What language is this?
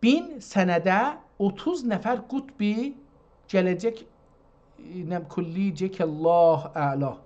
South Azerbaijani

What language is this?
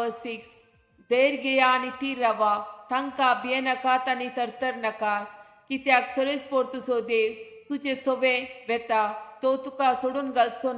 Konkani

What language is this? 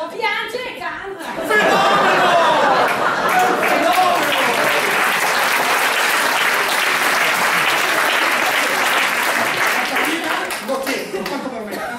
Italian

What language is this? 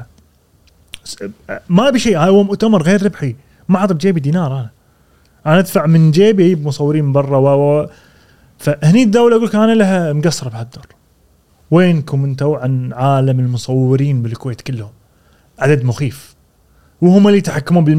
Gulf Arabic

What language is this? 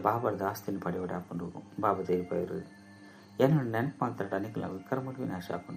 Tulu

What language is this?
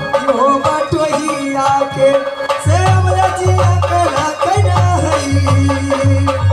Maithili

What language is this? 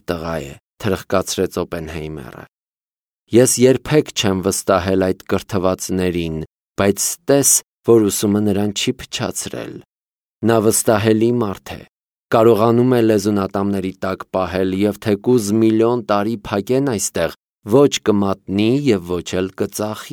Armenian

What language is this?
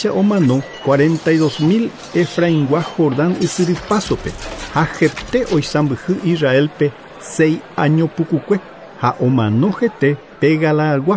Guarani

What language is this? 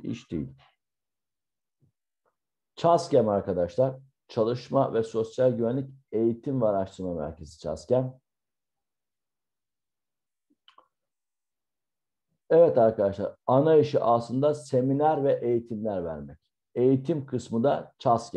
Turkish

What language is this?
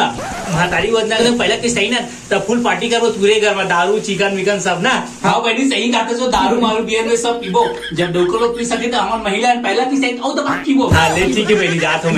Chhattisgarhi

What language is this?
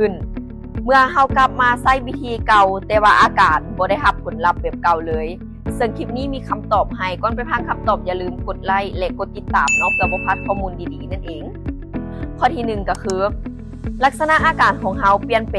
Lao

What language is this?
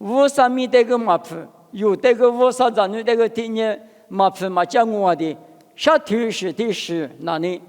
Lisu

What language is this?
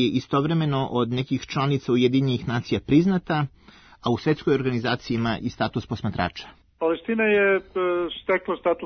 Serbian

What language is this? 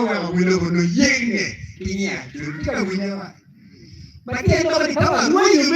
Acoli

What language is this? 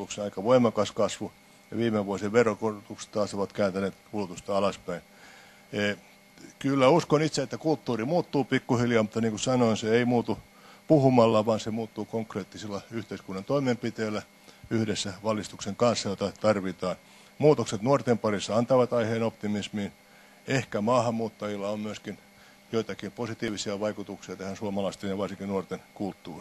Finnish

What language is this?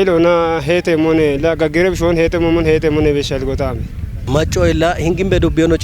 Kafa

